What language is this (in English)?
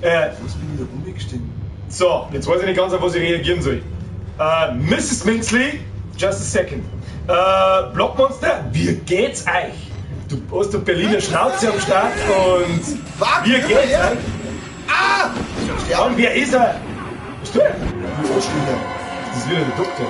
Bavarian